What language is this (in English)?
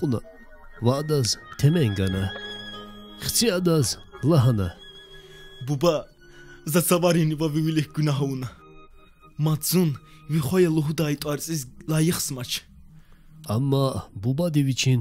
Lezghian